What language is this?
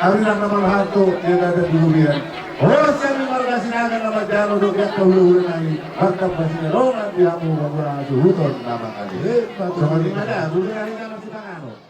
Batak Toba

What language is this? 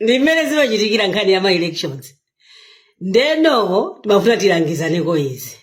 Nyanja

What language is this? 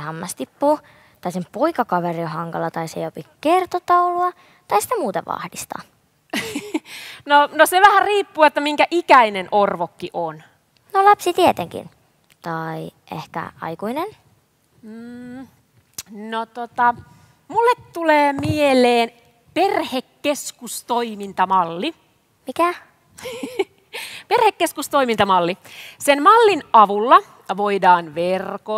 Finnish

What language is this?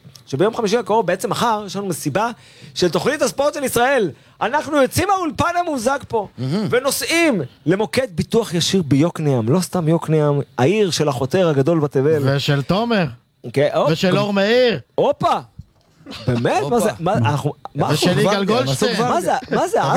Hebrew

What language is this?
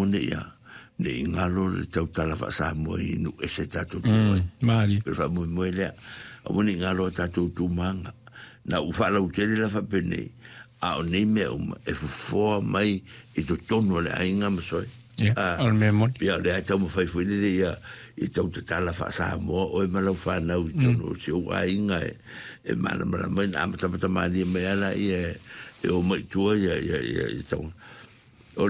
Samoan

